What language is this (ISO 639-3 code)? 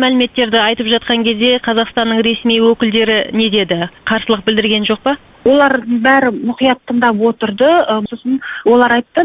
kaz